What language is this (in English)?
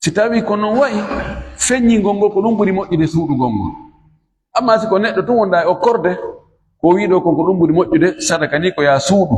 Fula